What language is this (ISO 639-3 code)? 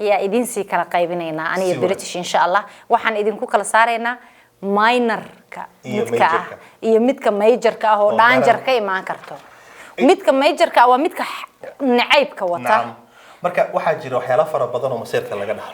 som